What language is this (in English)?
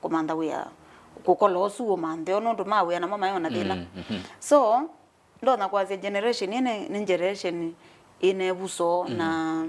Kamba